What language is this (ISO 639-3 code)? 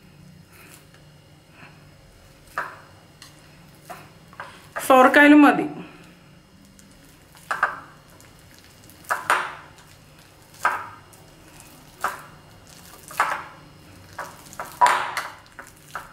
mal